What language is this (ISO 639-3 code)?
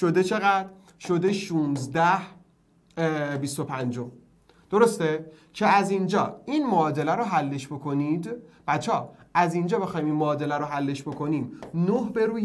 fas